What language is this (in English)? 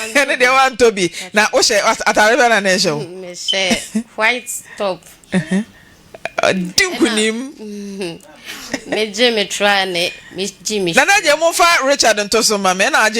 Akan